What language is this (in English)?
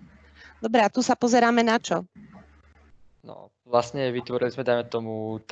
Slovak